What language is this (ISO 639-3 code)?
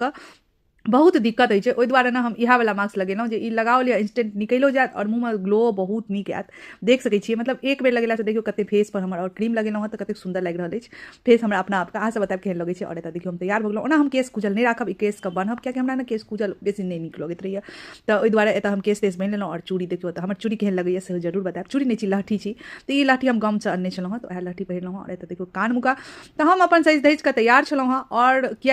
mai